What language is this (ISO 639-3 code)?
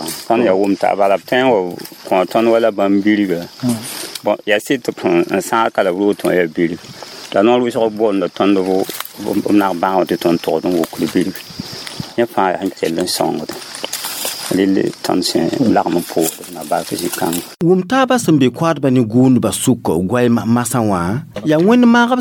mos